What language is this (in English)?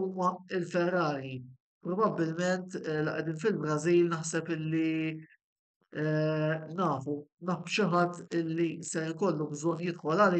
Maltese